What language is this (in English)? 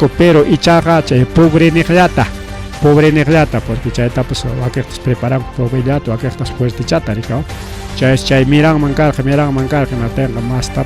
Ayacucho Quechua